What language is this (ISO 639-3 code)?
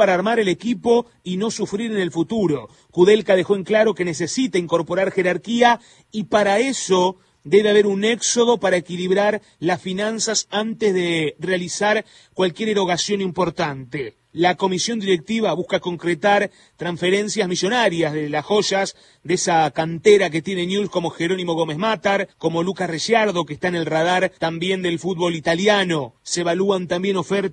spa